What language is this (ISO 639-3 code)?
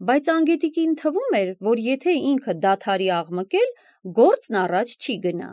hye